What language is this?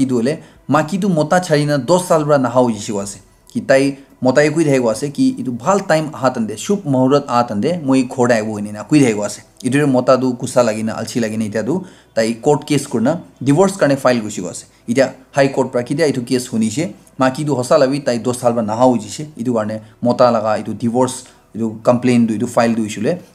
Naga Pidgin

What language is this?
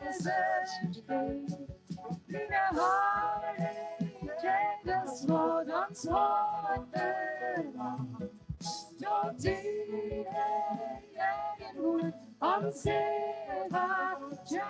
Plautdietsch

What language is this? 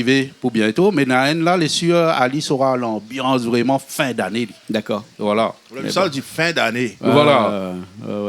Réunion Creole French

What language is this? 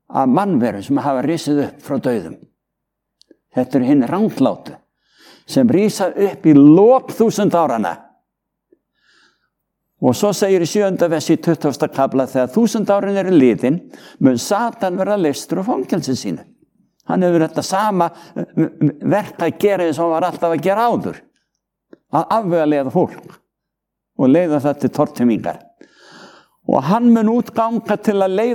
Icelandic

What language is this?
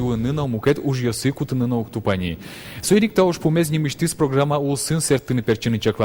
Udmurt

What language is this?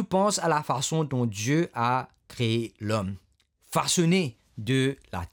Morisyen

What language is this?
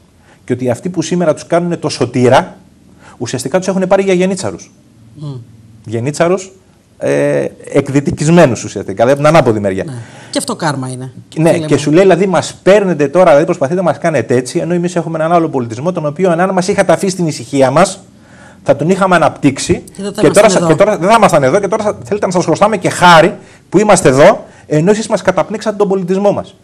Greek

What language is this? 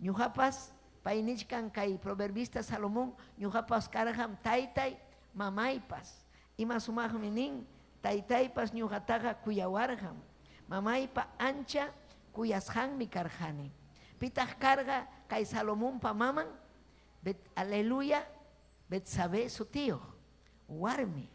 Ayacucho Quechua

